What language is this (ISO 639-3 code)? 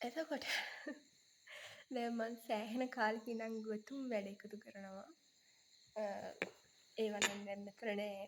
sin